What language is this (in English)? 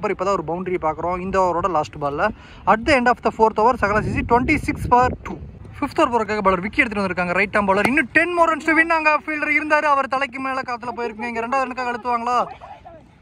Tamil